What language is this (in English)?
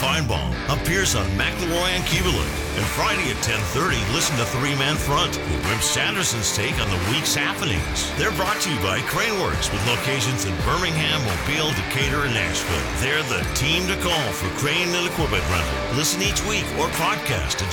English